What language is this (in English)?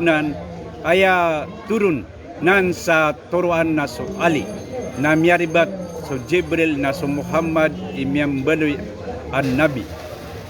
Maranao